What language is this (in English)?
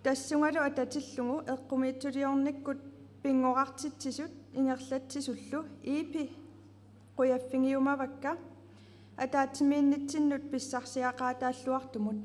Kalaallisut